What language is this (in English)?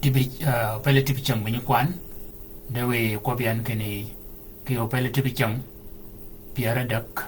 Shilluk